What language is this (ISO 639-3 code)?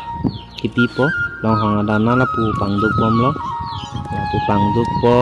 mjw